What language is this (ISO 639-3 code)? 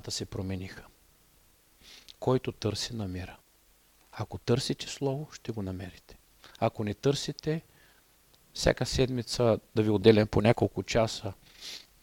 bul